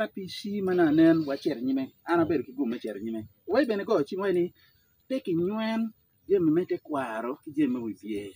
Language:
Acoli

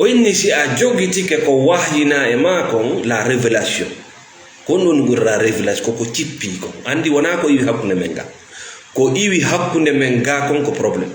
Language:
Fula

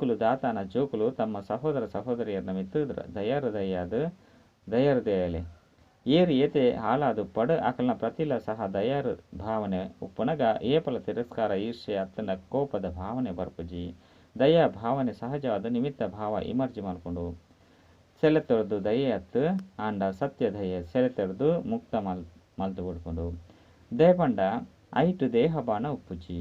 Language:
Tulu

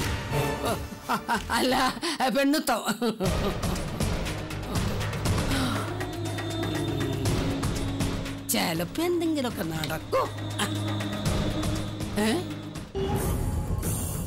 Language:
Malayalam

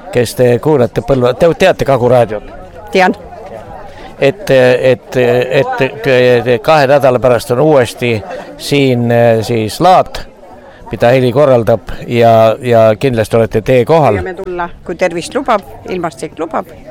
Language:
Estonian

